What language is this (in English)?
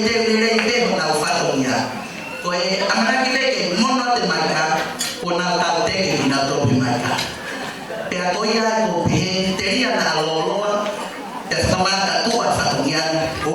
Tongan